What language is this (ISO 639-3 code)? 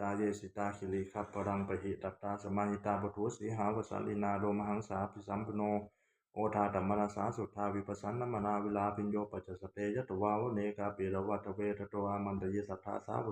pli